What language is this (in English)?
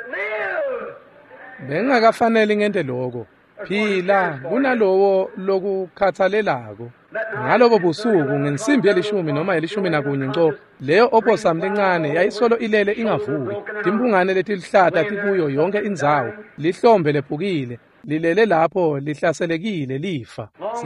Swati